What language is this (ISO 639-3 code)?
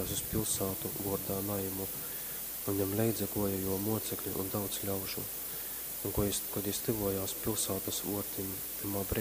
ltg